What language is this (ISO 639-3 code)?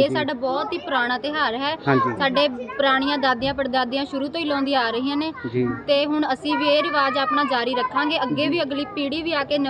pan